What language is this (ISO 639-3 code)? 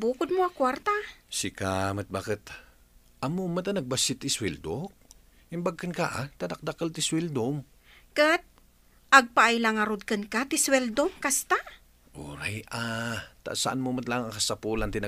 ilo